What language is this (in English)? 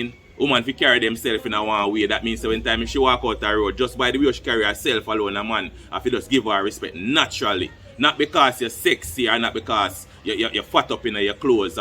Jamaican Creole English